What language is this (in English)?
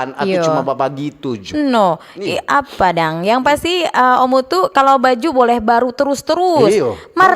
Manado Malay